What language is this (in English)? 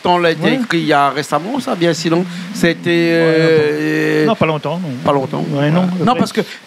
Réunion Creole French